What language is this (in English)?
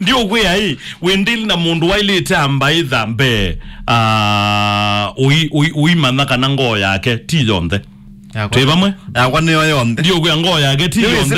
Kamba